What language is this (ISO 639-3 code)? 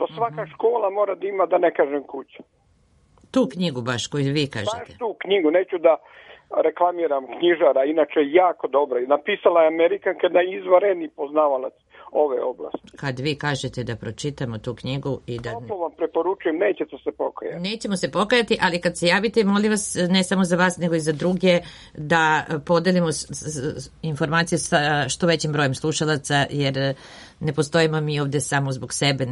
srp